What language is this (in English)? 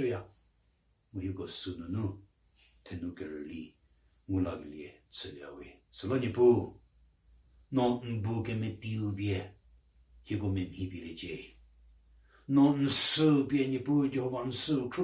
Angami Naga